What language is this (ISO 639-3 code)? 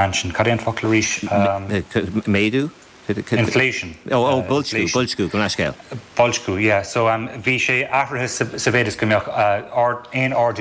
gle